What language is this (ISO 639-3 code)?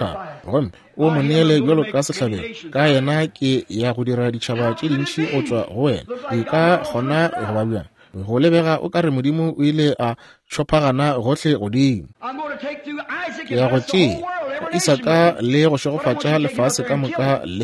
nso